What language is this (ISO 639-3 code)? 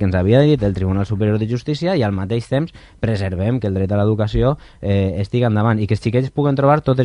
cat